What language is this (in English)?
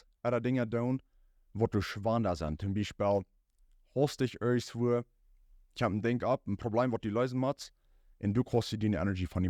Plautdietsch